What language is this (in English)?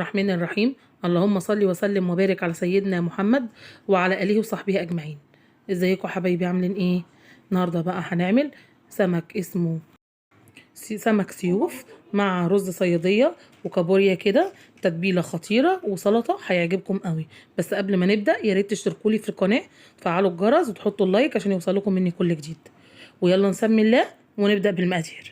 Egyptian Arabic